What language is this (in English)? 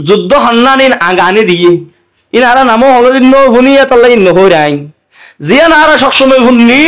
Rohingya